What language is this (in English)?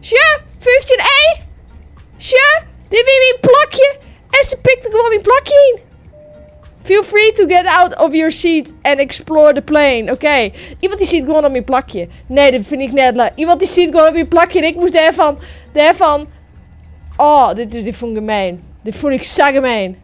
Western Frisian